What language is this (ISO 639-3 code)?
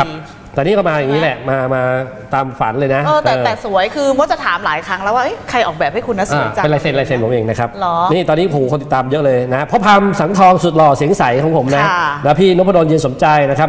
tha